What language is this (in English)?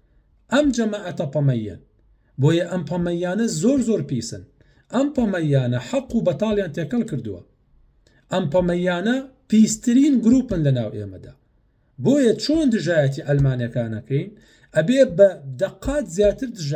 Central Kurdish